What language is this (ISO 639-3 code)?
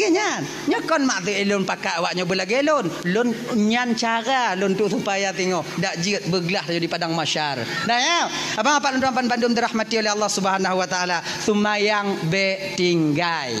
ace